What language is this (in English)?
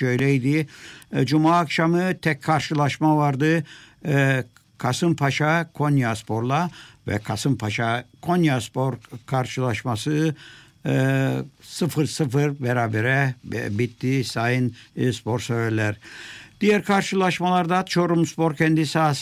Turkish